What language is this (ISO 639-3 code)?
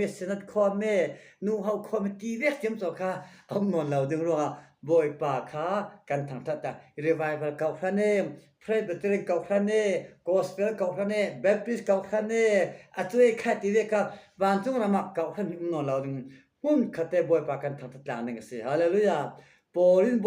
cfm